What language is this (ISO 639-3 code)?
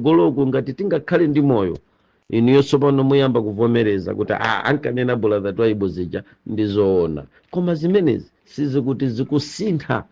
nya